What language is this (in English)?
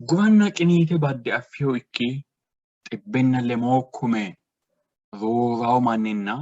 Sidamo